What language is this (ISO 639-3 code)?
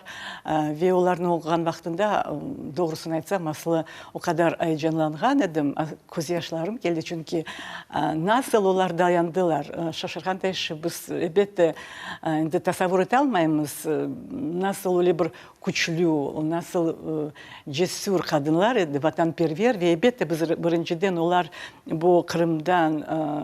crh